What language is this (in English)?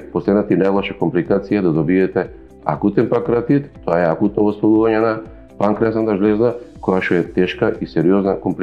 Macedonian